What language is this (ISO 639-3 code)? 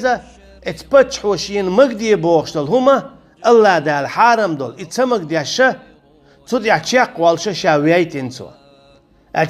che